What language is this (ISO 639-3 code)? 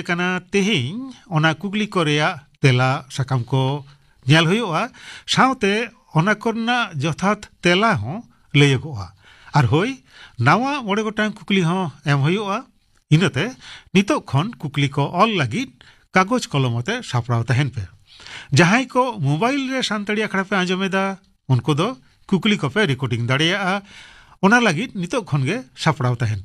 sat